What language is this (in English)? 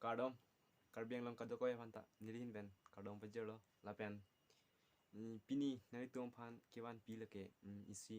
Karbi